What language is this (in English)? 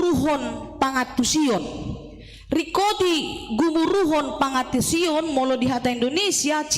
Batak Toba